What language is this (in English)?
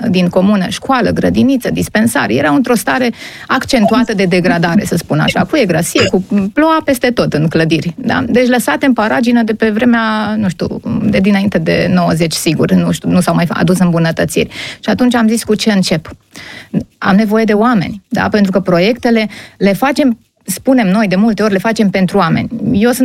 Romanian